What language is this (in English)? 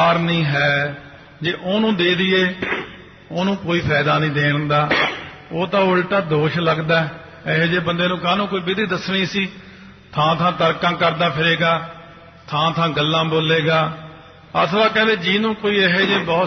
Punjabi